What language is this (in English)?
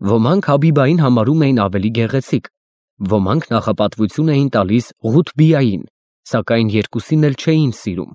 Armenian